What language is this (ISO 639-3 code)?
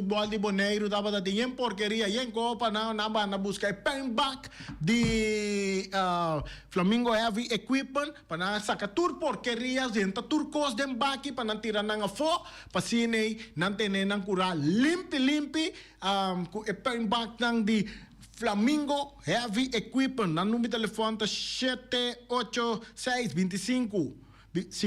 pap